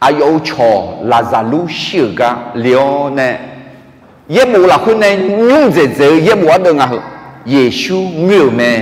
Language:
Akha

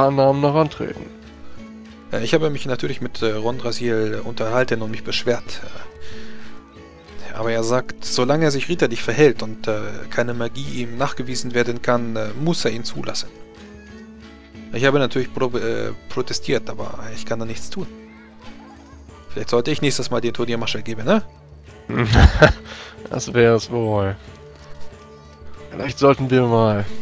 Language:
German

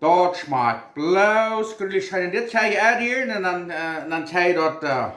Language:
Plautdietsch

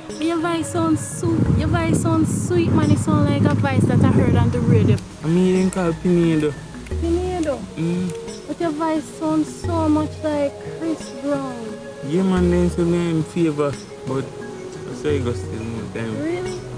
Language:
Jamaican Creole English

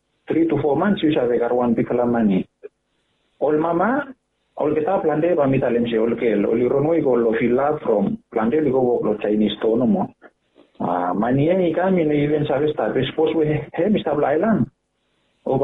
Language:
Bislama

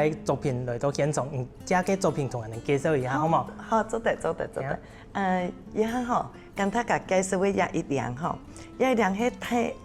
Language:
Hakka Chinese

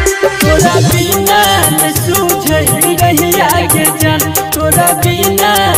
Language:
Bhojpuri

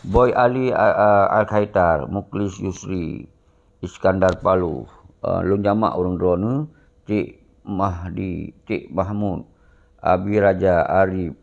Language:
Achinese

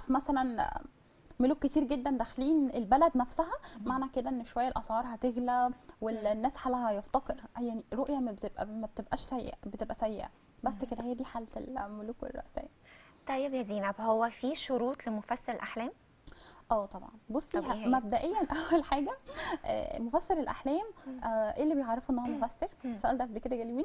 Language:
Egyptian Arabic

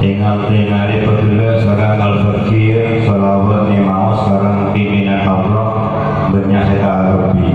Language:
Madurese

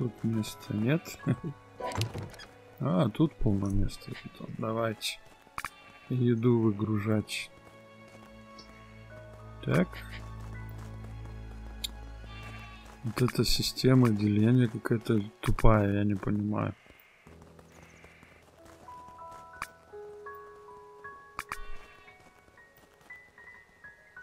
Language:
Russian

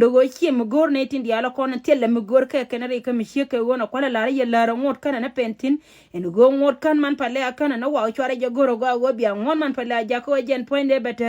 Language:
Nuer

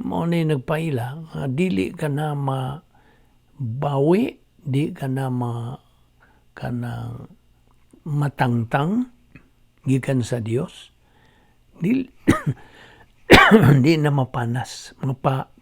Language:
Cebuano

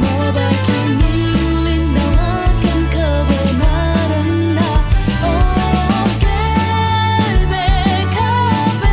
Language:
Batak Karo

